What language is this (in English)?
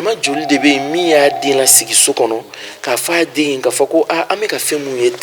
Bambara